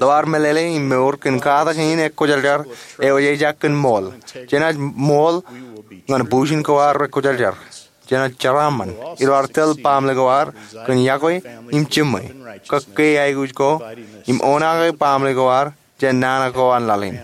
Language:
Marshallese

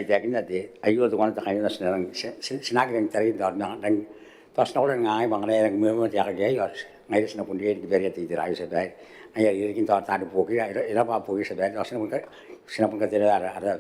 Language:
Gilbertese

